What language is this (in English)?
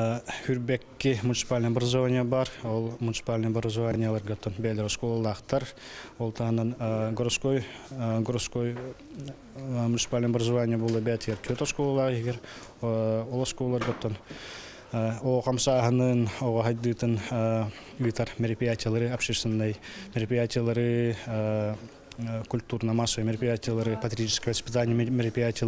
Yakut